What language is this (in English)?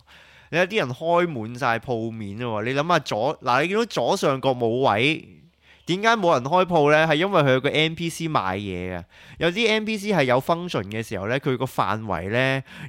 Cantonese